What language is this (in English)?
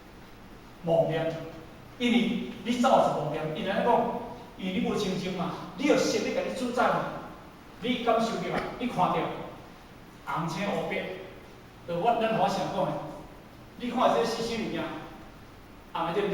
Min Nan Chinese